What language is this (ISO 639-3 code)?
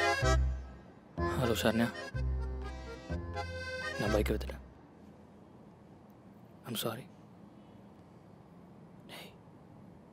tam